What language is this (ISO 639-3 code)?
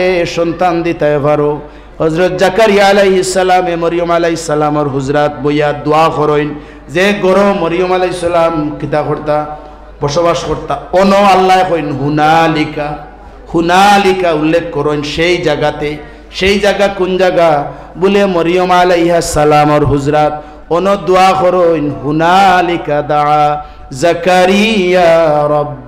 syl